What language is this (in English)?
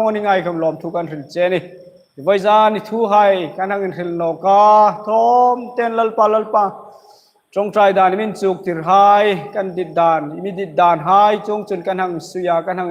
Hmar